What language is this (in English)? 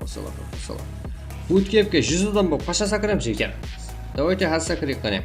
Kara-Kalpak